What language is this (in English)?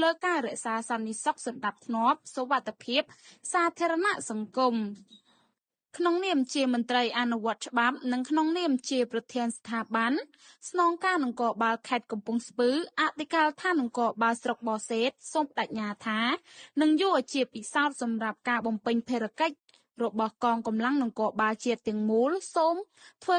Khmer